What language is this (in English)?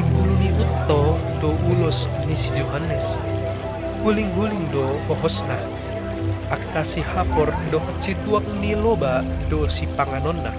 Batak Toba